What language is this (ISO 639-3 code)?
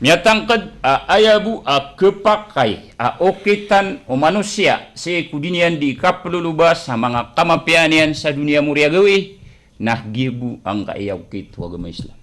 mrw